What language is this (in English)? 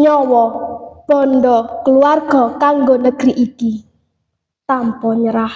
Javanese